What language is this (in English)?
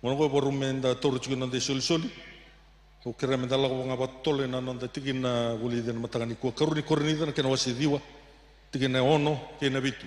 Fijian